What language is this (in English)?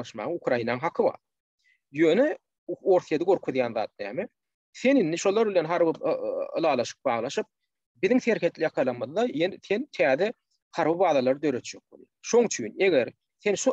Turkmen